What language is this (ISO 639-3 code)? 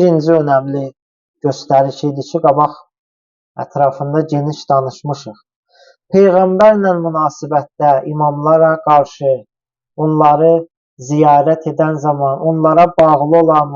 aze